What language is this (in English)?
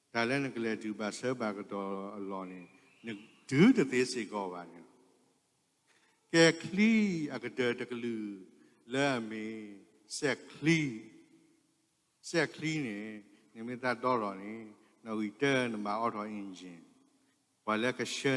S'gaw Karen